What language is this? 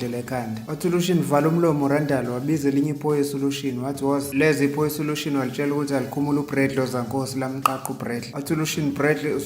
Zulu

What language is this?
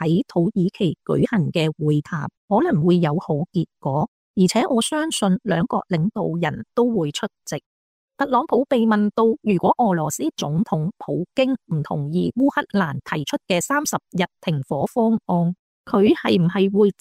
Cantonese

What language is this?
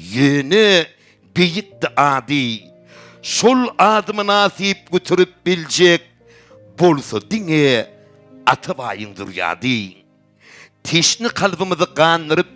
Turkmen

